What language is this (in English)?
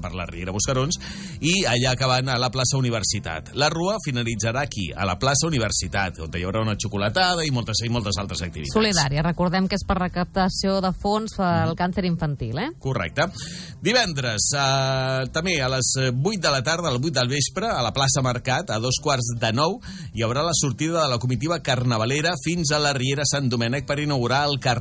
Catalan